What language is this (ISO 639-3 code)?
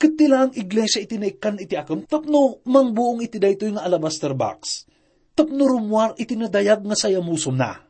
ilo